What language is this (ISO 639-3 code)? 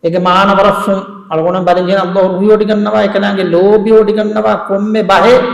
div